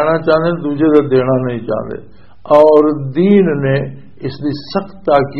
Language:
Western Panjabi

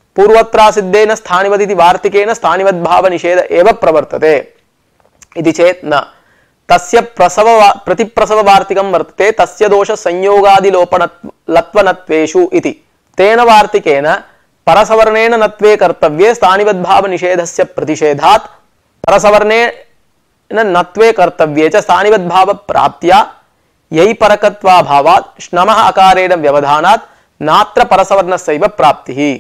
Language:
Sanskrit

